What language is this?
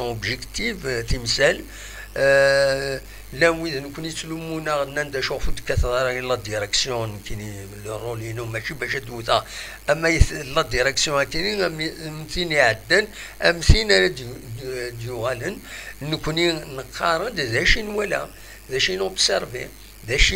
Kabyle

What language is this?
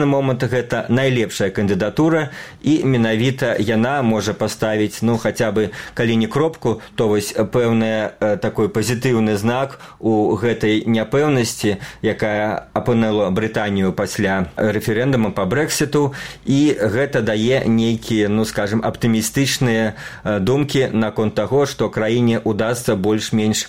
Belarusian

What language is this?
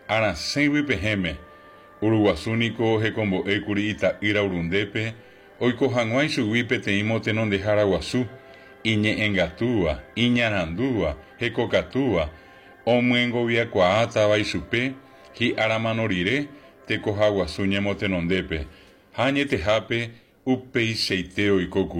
Guarani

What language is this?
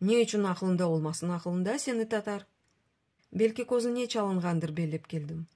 Crimean Tatar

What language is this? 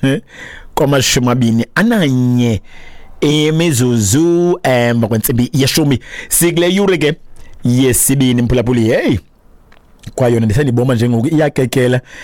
Xhosa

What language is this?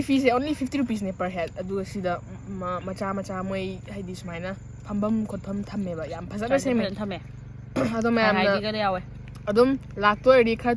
Manipuri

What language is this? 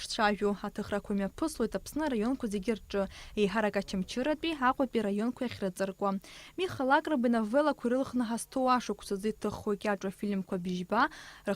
Abkhazian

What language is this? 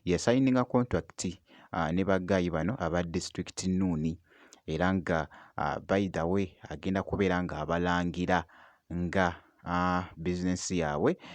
Ganda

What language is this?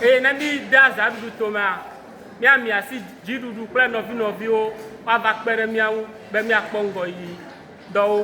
Ewe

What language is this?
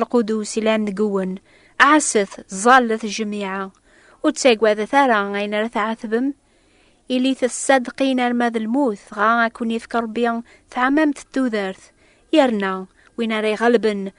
Kabyle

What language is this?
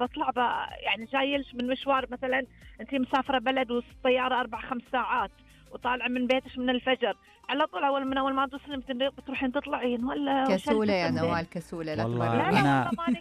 Najdi Arabic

